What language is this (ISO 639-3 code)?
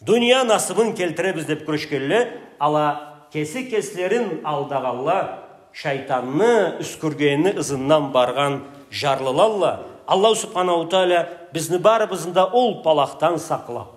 krc